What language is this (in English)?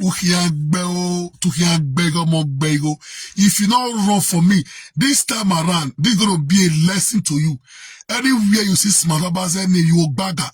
Nigerian Pidgin